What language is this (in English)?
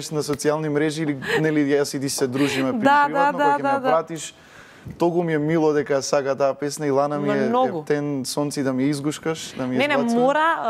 Macedonian